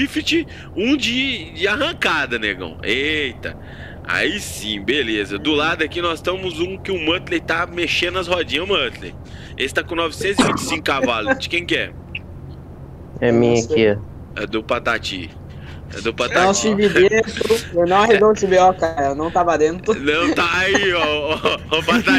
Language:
Portuguese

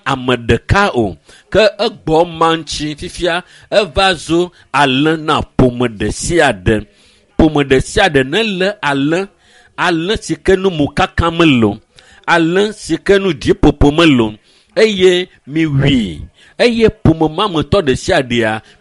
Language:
Ewe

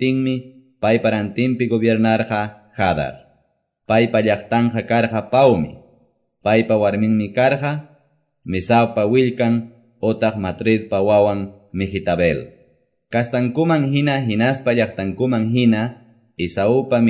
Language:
Quechua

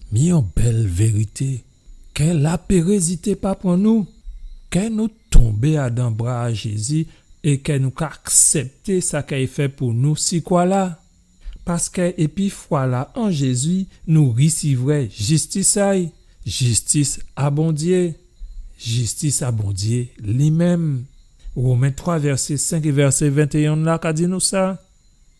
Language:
Guadeloupean Creole French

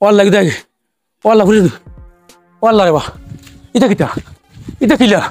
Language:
Sylheti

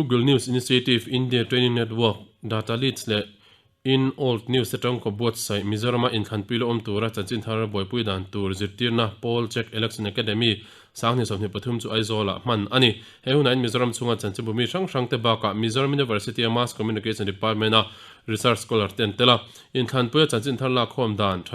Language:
Mizo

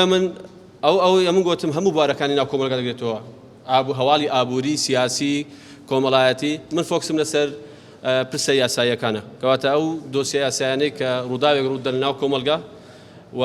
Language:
Central Kurdish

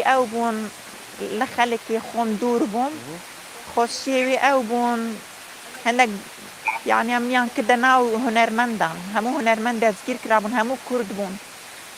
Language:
Kurdish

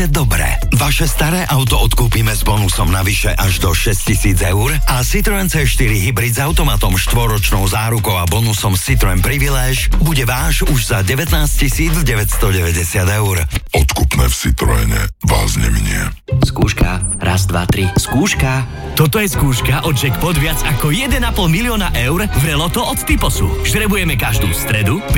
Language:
Slovak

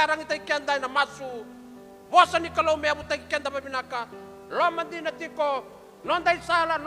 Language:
Fijian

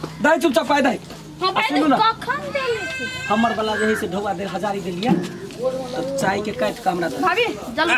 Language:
Maithili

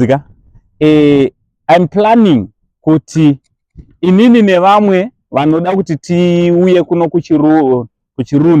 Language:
Shona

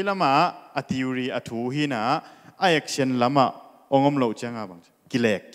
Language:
Tedim Chin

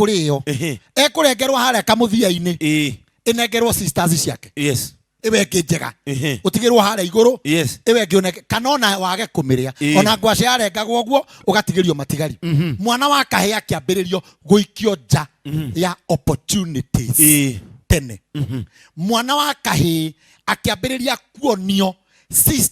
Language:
Kikuyu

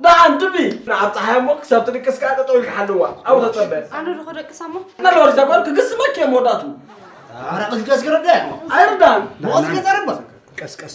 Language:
Tigrinya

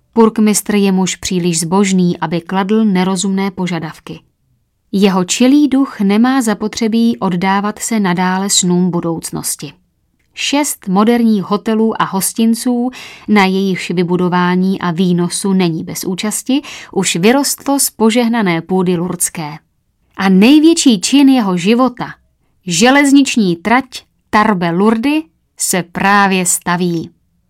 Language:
Czech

